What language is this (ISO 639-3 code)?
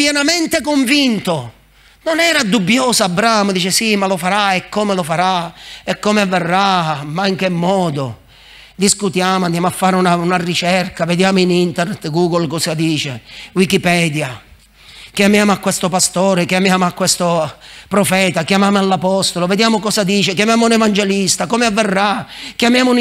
ita